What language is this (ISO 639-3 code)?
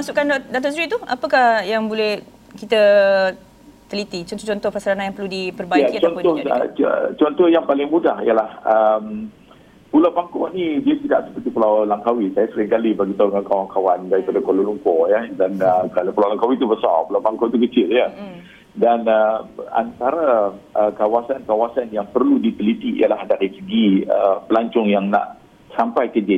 msa